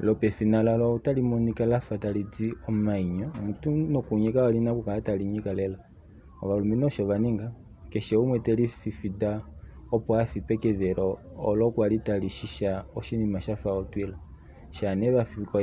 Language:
Kuanyama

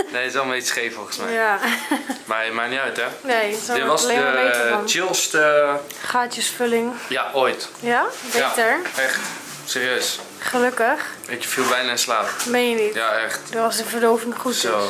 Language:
Dutch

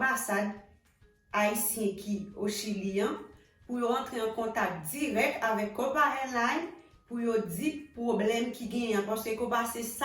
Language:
Haitian Creole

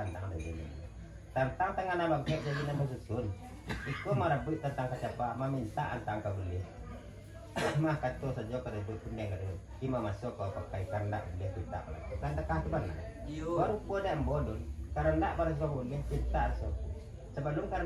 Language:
Minangkabau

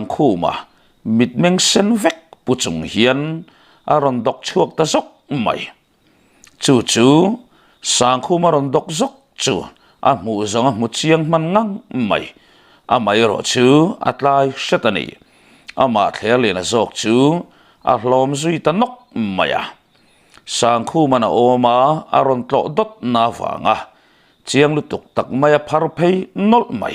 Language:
Mizo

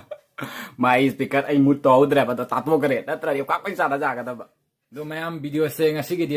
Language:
Manipuri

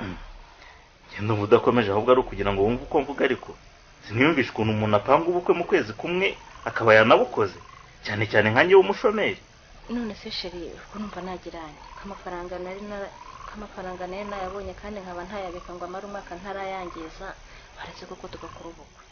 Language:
Kinyarwanda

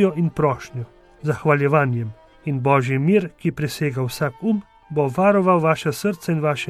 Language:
Slovenian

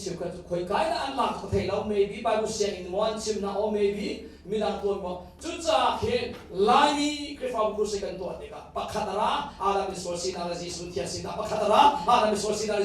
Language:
Hakha Chin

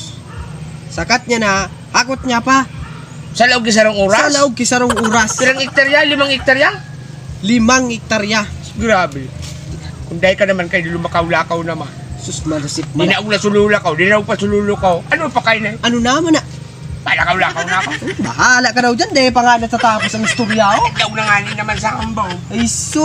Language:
Bikol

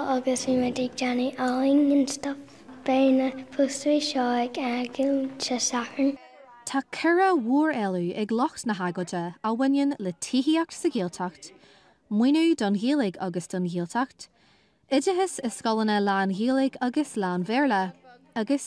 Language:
Irish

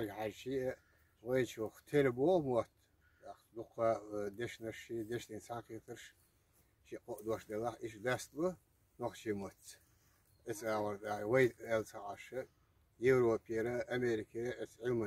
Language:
Chechen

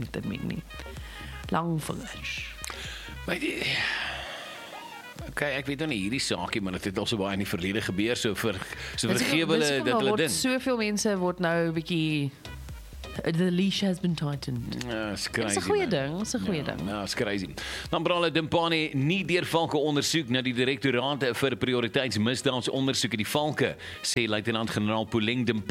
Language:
Afrikaans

